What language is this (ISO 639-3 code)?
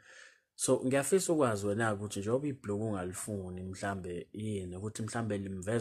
zul